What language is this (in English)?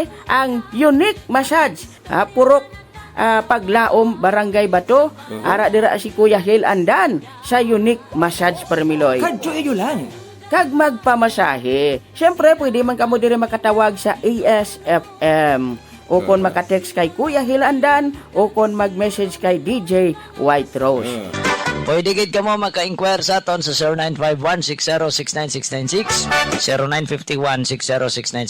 Hiligaynon